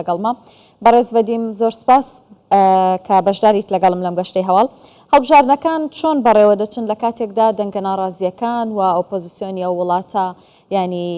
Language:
Central Kurdish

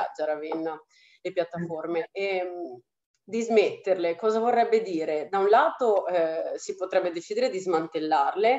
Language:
Italian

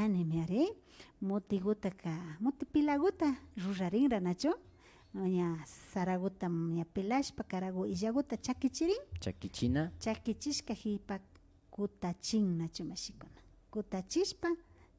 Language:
Imbabura Highland Quichua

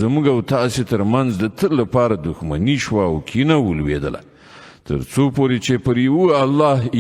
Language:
Pashto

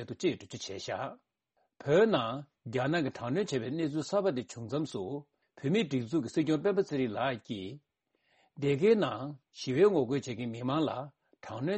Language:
Tibetan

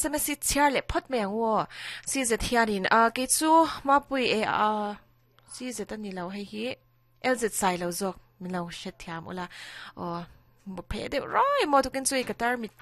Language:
Mizo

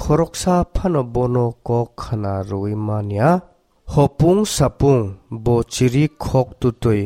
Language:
Kok Borok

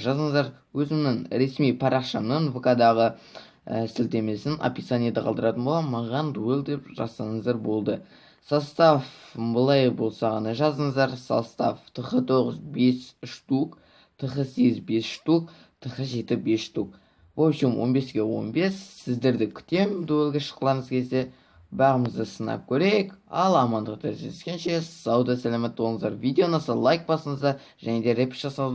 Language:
Kazakh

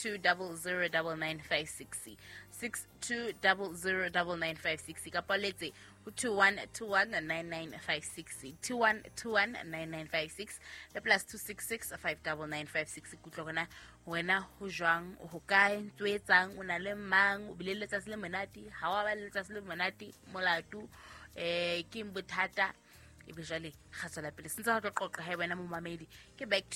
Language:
Southern Sotho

